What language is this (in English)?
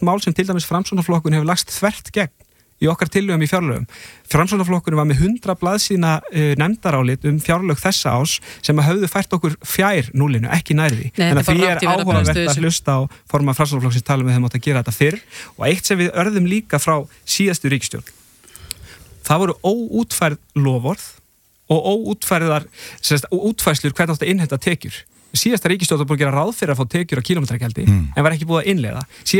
Icelandic